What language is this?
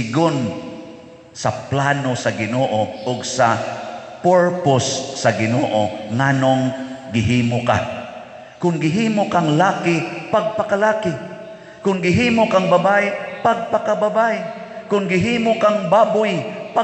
Cebuano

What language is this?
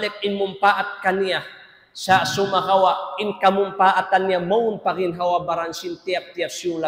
Tausug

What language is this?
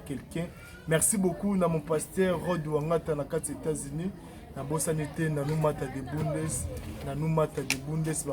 Lingala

